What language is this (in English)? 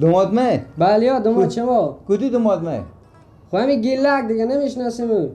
Persian